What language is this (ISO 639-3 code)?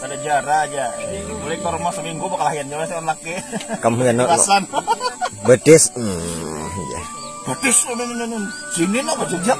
bjn